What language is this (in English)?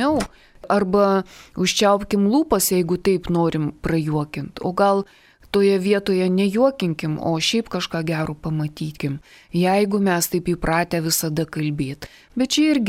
Lithuanian